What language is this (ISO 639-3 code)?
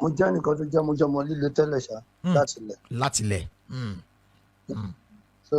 yor